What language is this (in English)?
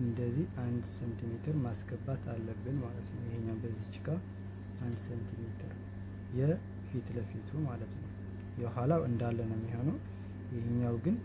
Amharic